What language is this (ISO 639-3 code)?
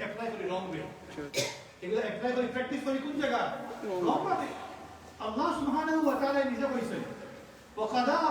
syl